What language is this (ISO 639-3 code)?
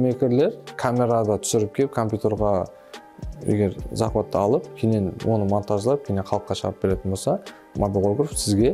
kaa